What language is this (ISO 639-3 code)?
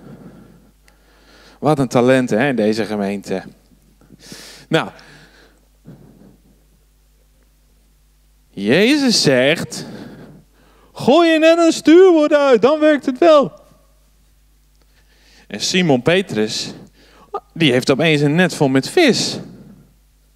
nld